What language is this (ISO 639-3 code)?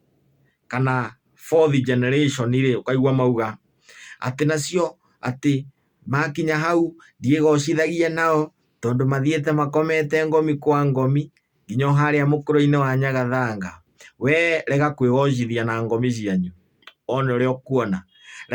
kik